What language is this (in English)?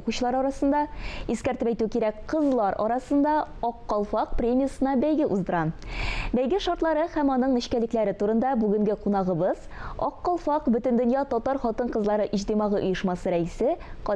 Tatar